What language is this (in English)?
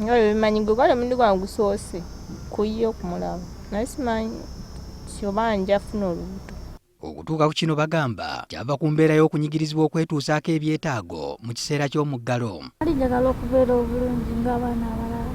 Ganda